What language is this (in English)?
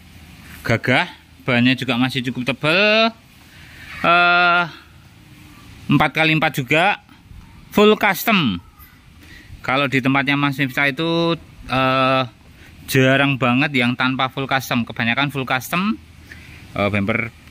Indonesian